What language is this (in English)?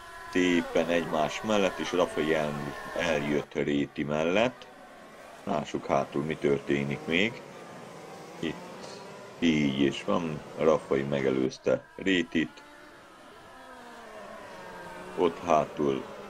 Hungarian